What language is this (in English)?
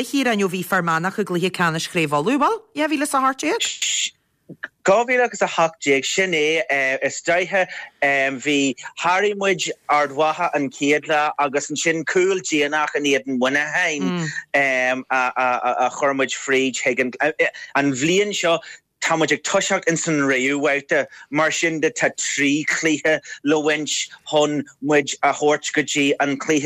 Irish